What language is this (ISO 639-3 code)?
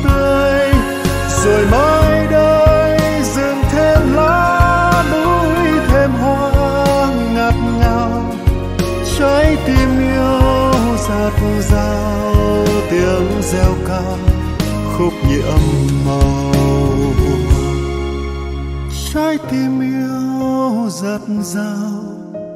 vie